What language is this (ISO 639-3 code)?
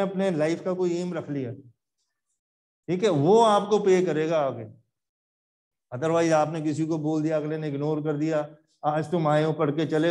hin